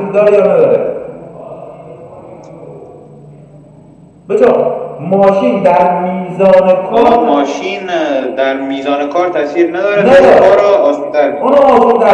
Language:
Persian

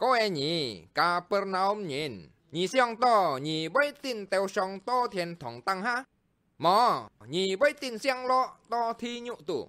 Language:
Hakka Chinese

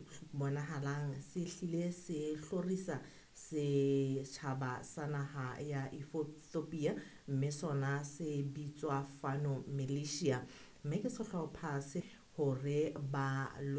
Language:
Southern Sotho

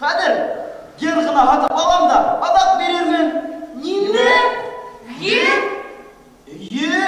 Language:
Bashkir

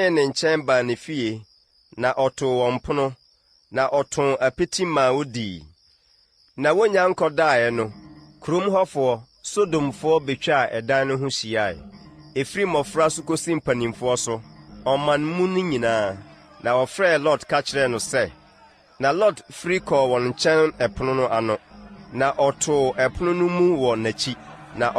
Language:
Akan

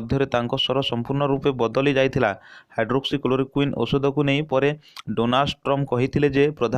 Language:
Odia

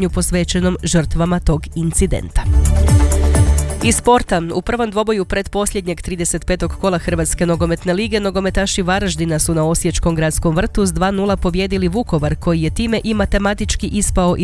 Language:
Croatian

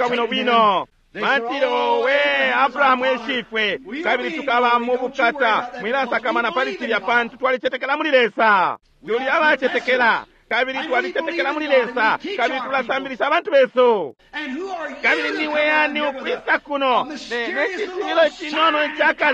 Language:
Bemba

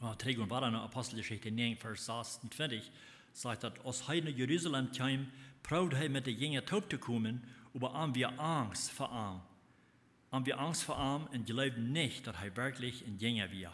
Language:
Plautdietsch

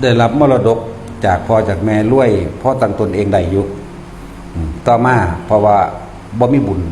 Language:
Northeastern Thai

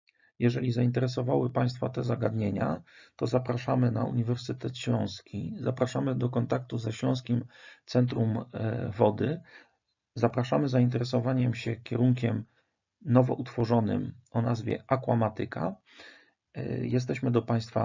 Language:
Polish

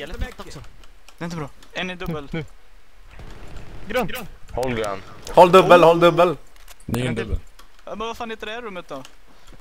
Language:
Swedish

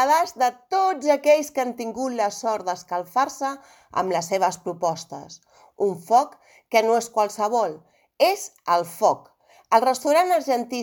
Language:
Catalan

